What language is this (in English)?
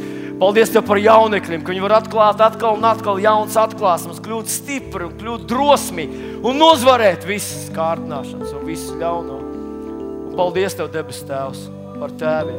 Latvian